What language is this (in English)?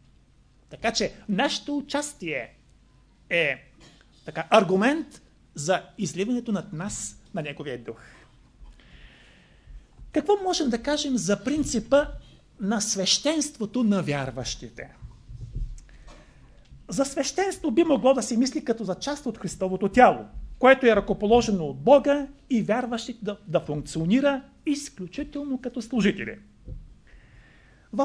Bulgarian